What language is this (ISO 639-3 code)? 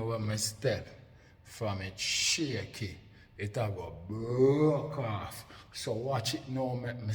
jam